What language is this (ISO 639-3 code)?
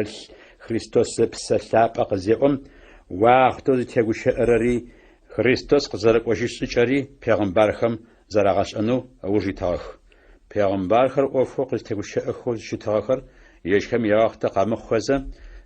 ady